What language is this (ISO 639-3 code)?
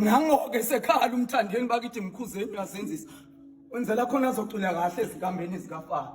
zul